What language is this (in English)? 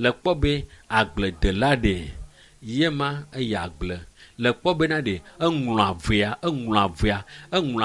Ewe